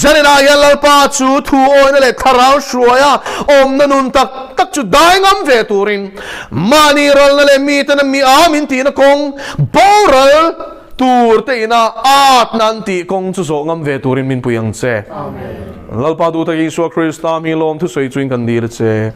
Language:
Mizo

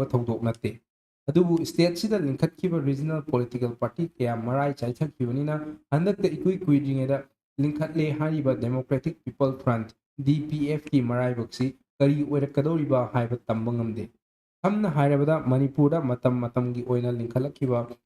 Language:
Manipuri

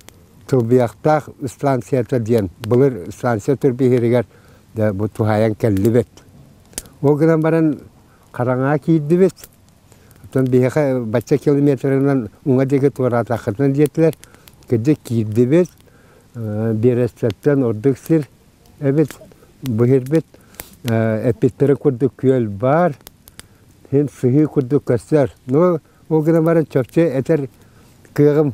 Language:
Yakut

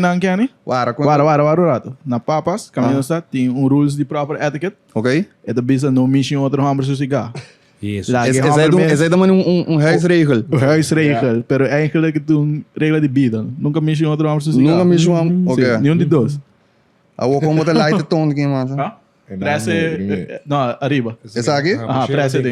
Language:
Papiamento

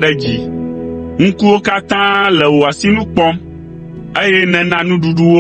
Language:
Ewe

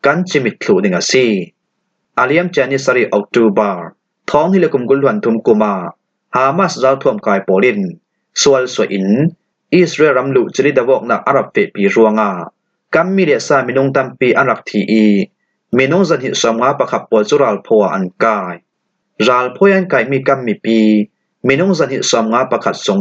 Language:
Falam Chin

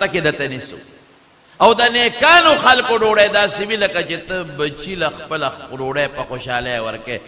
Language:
Pashto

